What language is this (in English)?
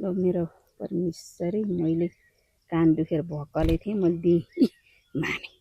Nepali